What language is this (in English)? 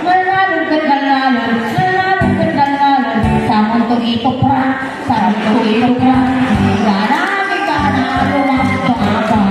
Iloko